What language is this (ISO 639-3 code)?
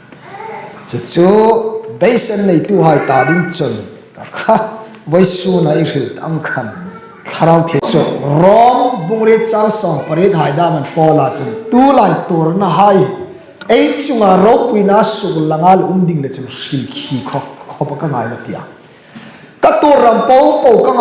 hmr